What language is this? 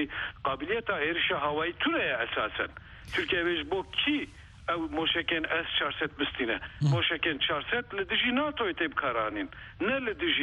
Kurdish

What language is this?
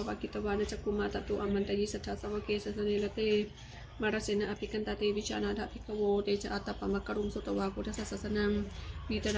Pali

